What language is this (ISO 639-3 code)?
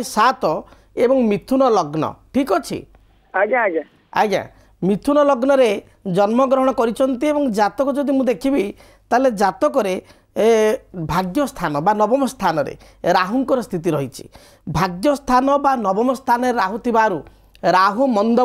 ori